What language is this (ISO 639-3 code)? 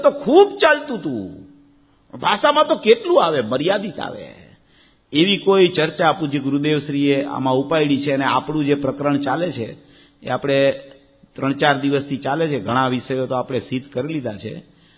guj